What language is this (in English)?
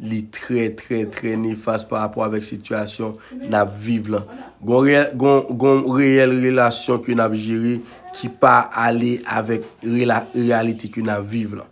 Haitian Creole